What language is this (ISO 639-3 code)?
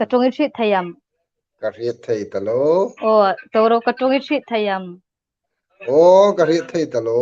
hmr